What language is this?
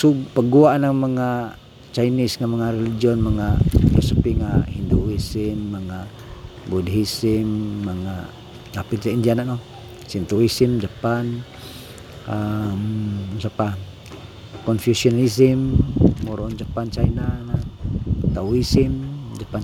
Cebuano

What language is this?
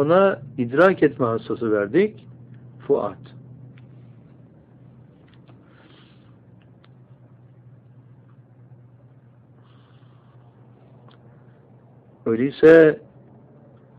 Turkish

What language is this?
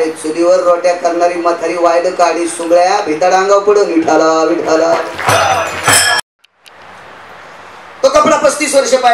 Marathi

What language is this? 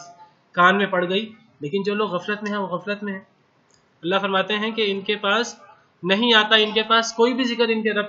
Urdu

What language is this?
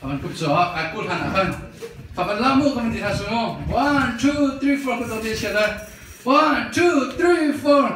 Hakha Chin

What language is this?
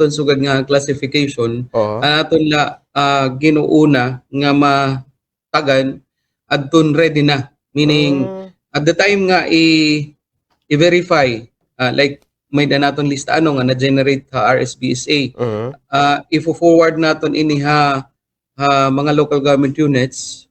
Waray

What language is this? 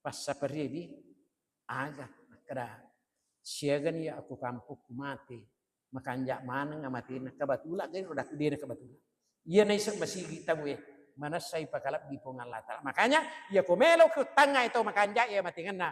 Buginese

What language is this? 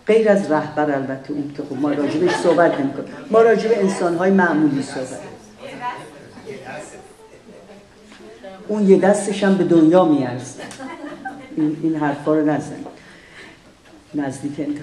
Persian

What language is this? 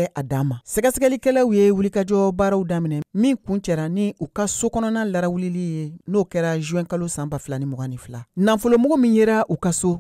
Bambara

